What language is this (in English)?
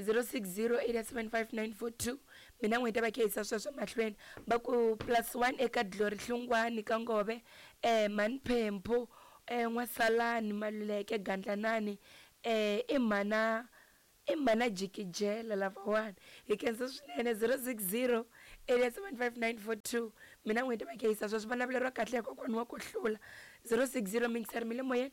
Tsonga